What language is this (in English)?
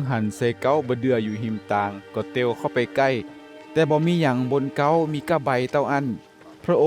Northern Thai